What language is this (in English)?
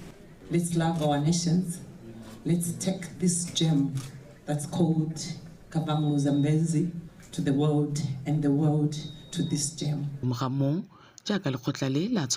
Tswana